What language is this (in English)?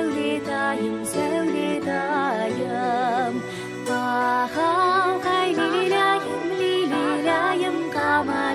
Kara-Kalpak